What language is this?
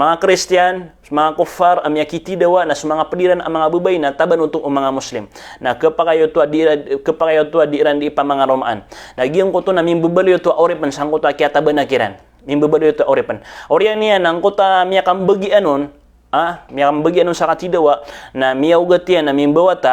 Maranao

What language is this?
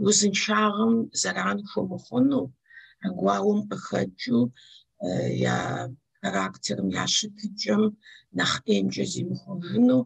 Kabardian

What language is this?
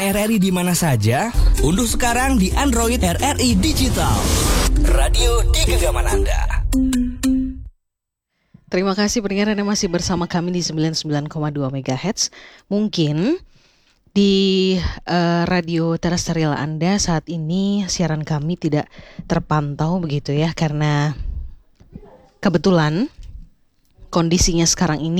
Indonesian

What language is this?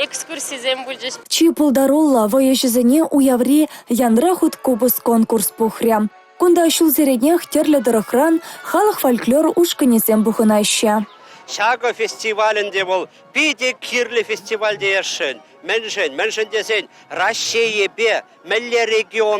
Chuvash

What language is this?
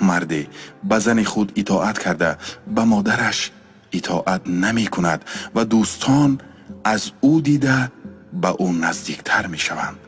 Tajik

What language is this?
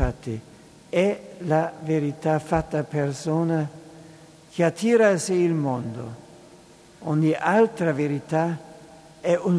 Italian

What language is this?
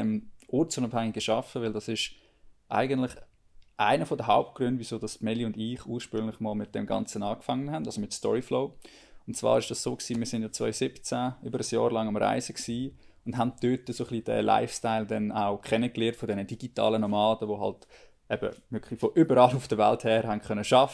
Swiss German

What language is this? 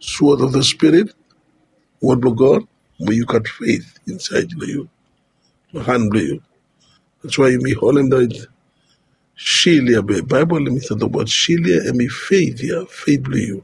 Bislama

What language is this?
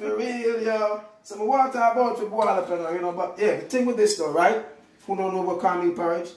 Jamaican Creole English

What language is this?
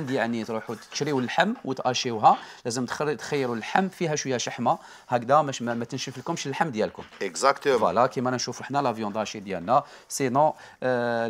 Algerian Arabic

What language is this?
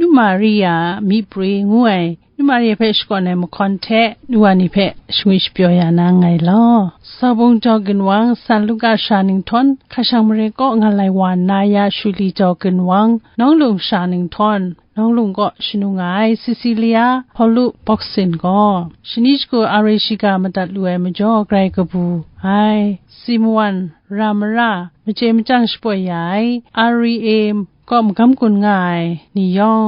Kachin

